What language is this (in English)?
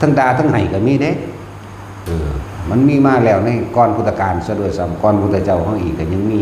Northeastern Thai